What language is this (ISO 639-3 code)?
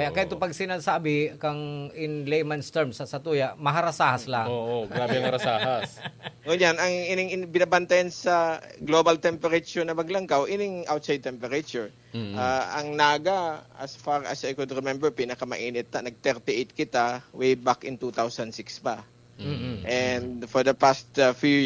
bik